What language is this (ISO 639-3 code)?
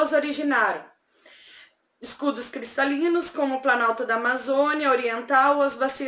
por